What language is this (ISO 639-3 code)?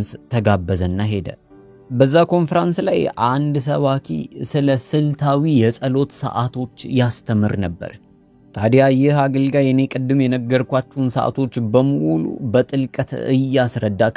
amh